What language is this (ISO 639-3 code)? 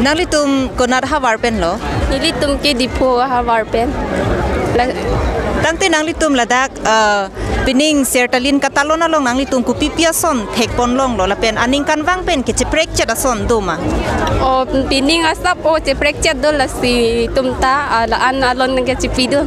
mjw